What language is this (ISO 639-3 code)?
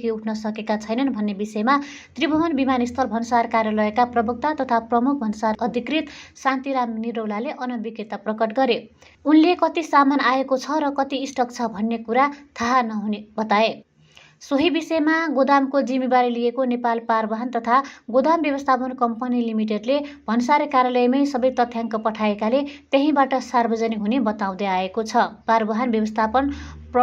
nep